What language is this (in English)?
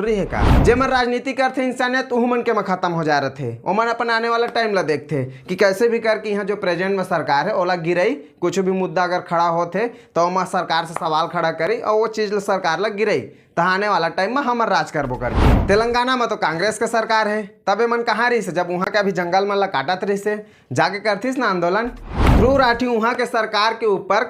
Chhattisgarhi